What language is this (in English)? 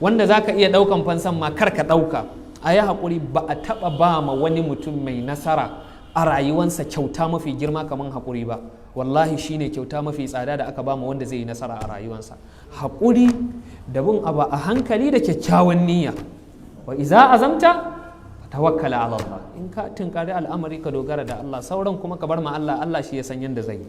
Hausa